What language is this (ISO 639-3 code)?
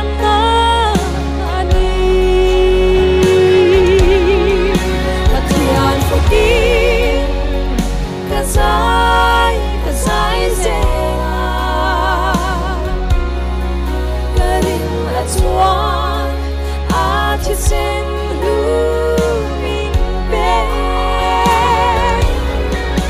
lus